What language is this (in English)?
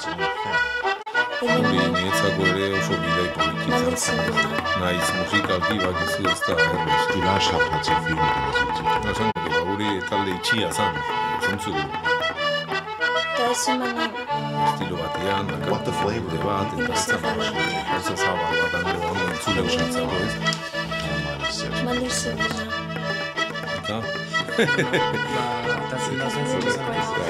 Basque